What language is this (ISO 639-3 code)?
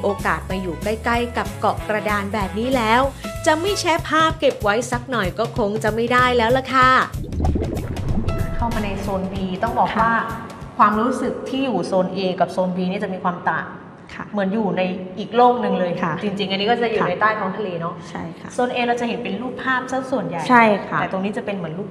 tha